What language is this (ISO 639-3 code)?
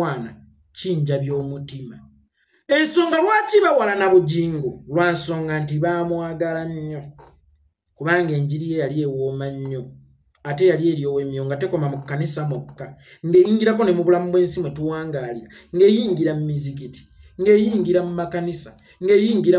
lug